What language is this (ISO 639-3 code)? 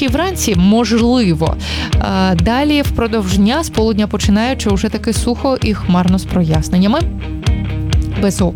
ukr